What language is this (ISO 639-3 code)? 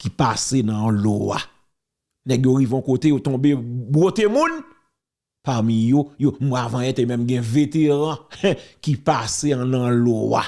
hat